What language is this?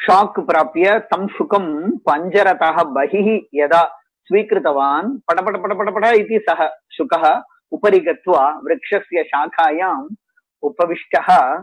Sanskrit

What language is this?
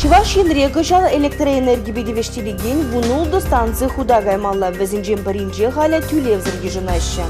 Chuvash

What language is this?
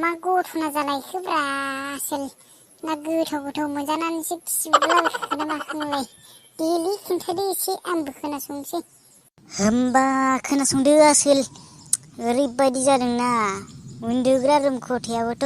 Bodo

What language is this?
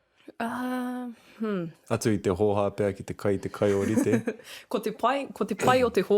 Māori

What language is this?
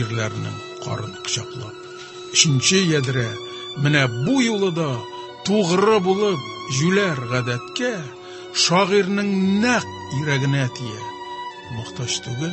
Tatar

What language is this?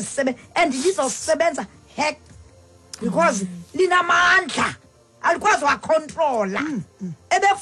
Xhosa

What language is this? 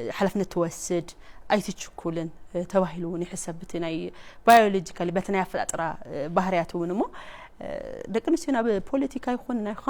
Tigrinya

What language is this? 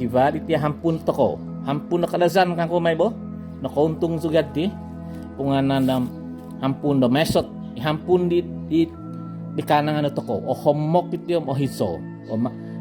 Central Dusun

